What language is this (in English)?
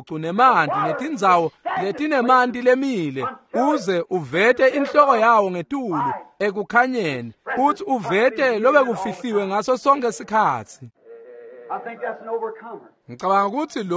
Swati